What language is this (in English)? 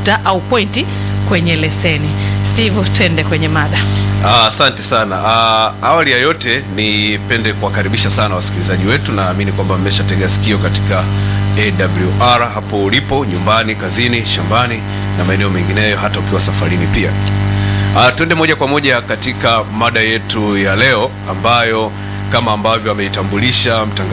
Swahili